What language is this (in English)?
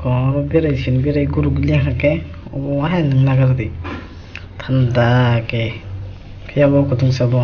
Kok Borok